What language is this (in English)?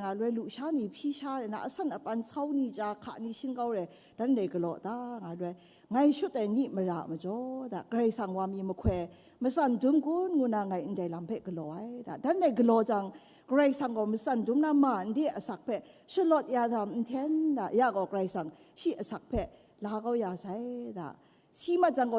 Kachin